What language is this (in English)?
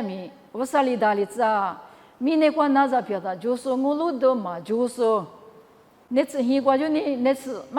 Lisu